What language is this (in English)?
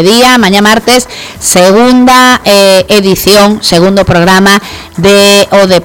Galician